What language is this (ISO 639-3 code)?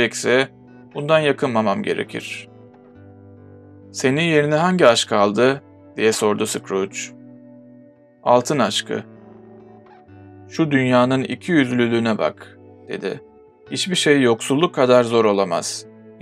tur